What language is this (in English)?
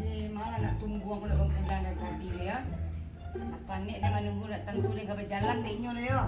Minangkabau